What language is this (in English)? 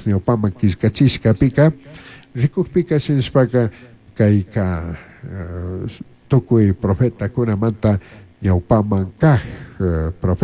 Chimborazo Highland Quichua